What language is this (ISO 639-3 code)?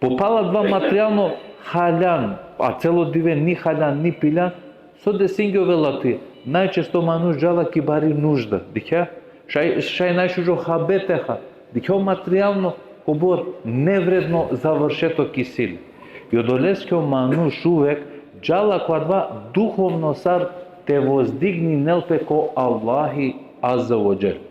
rmn